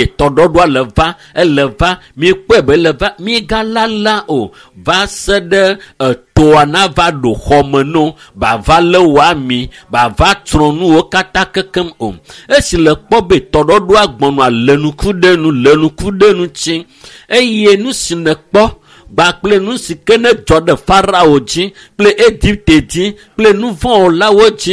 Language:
Ewe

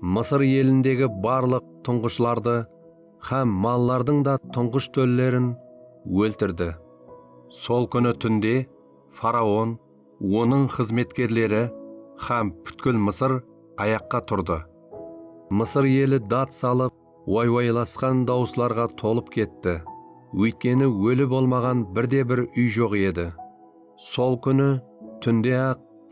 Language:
Kara-Kalpak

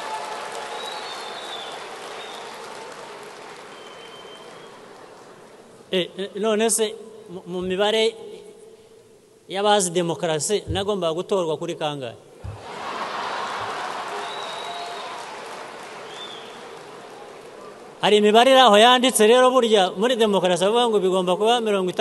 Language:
Kinyarwanda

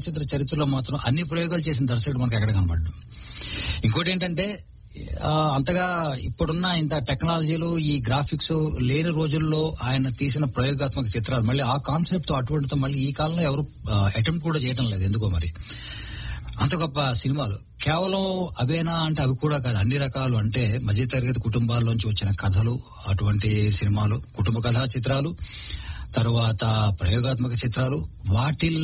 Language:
Telugu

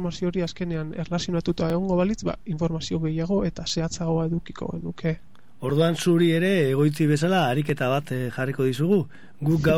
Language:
Basque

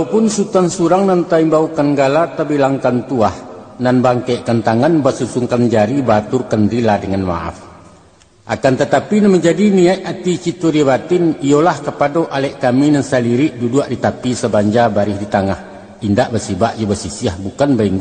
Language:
Minangkabau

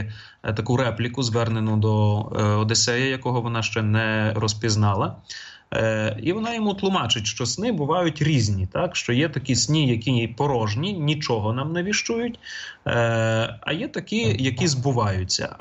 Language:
Ukrainian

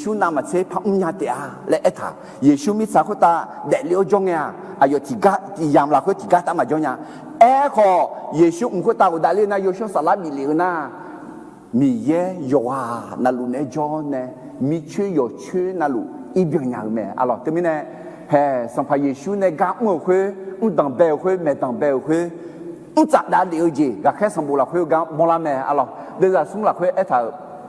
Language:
Akha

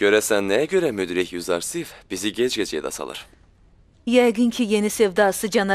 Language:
Azerbaijani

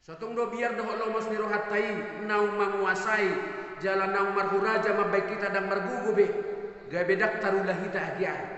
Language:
Batak Toba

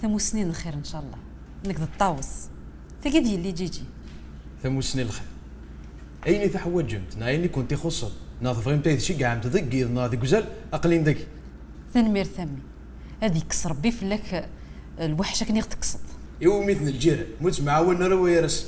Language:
Kabyle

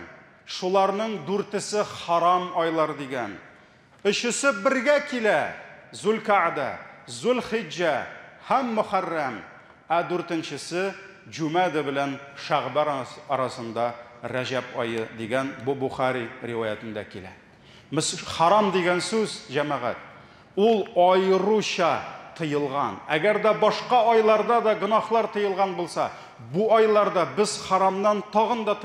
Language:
Tatar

